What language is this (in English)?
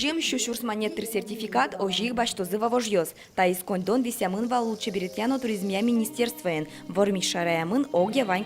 Udmurt